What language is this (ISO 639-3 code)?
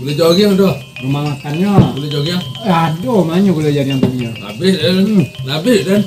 min